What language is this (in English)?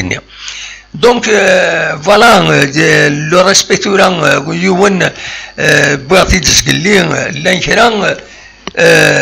Kabyle